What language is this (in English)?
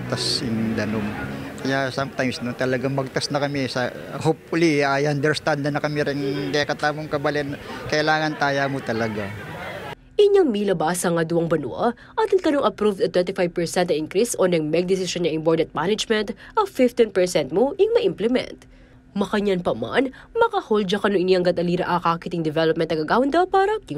Pampanga